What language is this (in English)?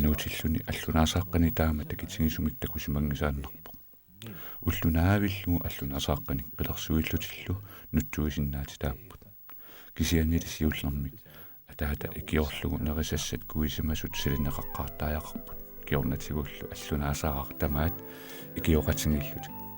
Kalaallisut